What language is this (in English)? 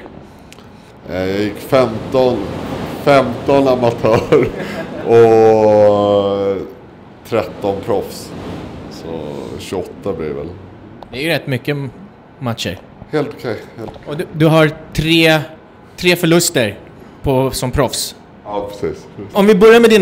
Swedish